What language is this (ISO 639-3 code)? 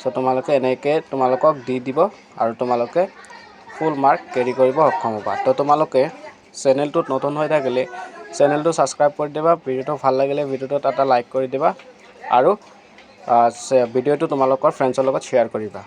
asm